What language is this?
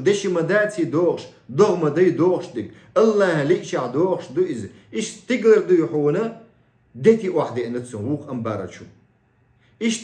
Chechen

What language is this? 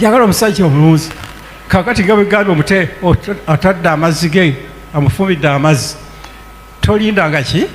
Ganda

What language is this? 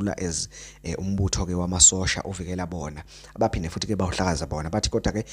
Zulu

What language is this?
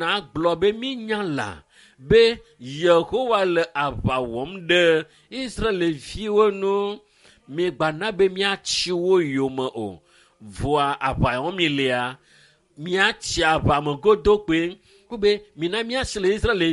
Ewe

